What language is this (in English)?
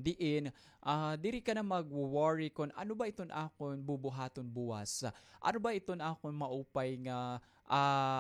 Waray